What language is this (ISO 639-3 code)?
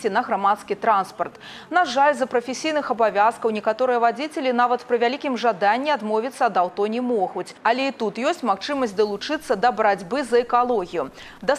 bel